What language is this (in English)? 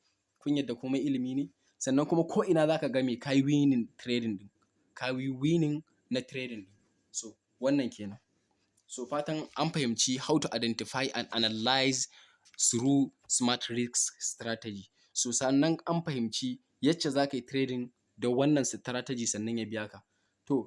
Hausa